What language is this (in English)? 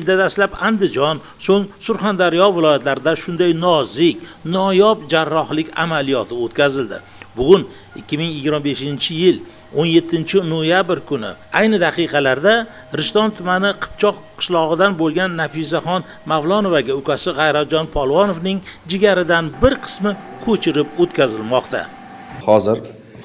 Uzbek